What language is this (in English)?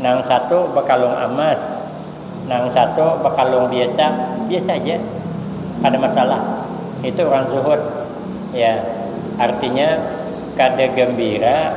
Banjar